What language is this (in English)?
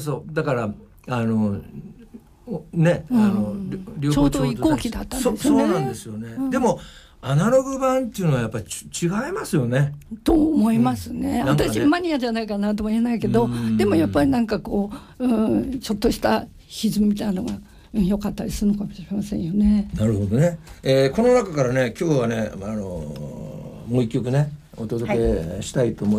Japanese